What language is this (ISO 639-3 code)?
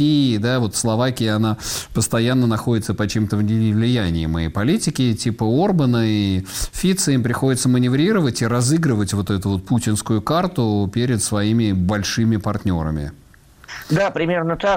rus